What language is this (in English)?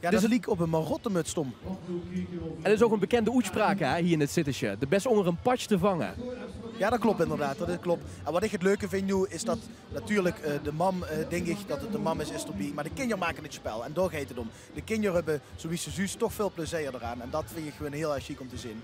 Limburgish